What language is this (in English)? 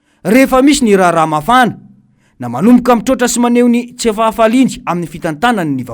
Malagasy